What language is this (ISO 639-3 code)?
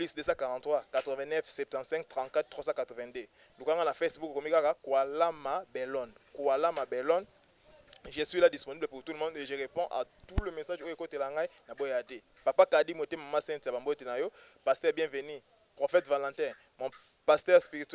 lin